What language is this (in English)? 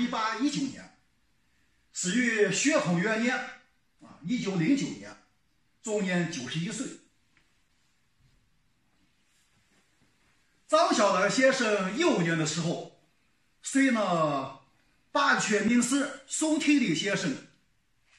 Chinese